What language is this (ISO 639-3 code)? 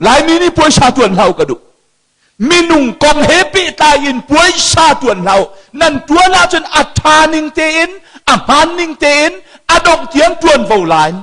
cnh